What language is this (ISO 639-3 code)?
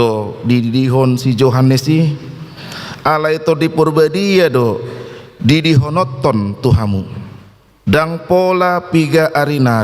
bbc